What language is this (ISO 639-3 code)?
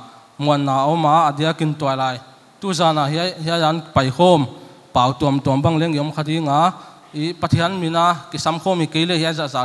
pck